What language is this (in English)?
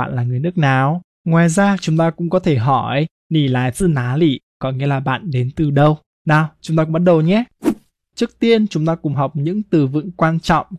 Vietnamese